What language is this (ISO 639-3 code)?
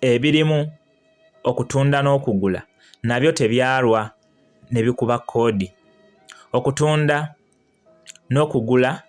lug